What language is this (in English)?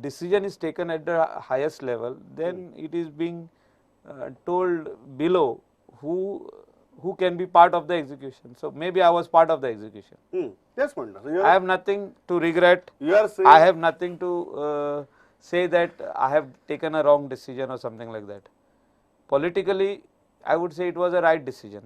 Konkani